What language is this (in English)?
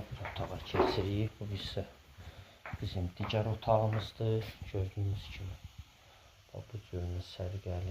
Azerbaijani